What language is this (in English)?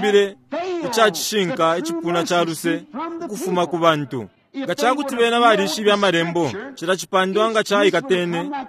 Bemba